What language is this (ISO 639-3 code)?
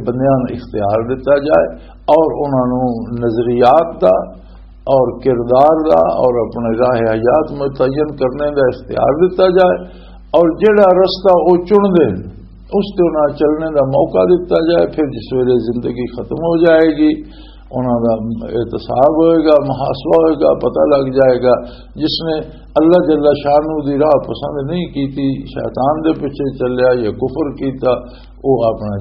lah